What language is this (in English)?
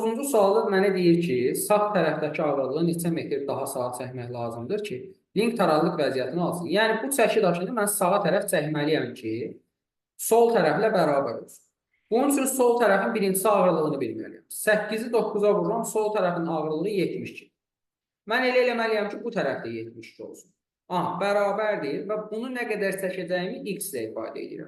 Azerbaijani